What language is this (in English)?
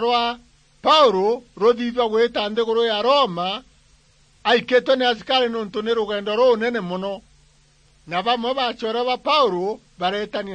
Meru